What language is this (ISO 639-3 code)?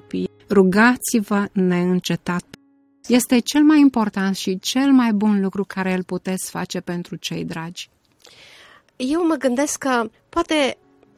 ron